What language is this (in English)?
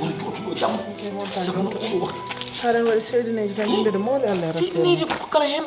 Fula